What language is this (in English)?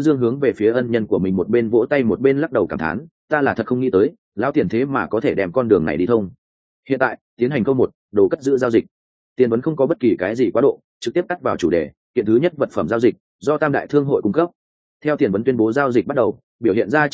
Vietnamese